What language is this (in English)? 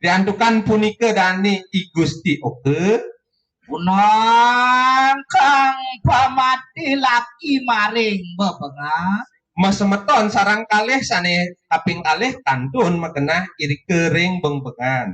Balinese